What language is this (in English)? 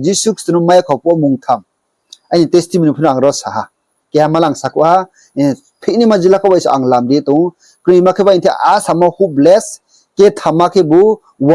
Riang (India)